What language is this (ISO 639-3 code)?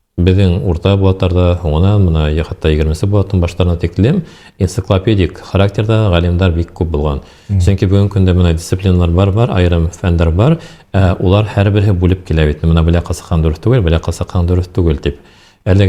bak